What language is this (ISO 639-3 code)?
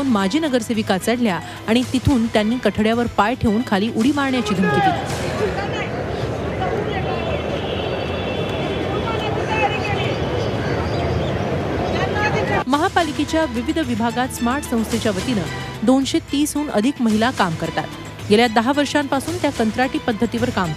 mar